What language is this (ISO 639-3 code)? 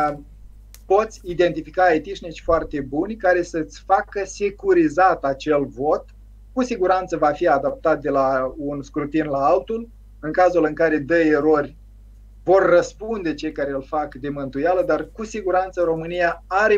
ron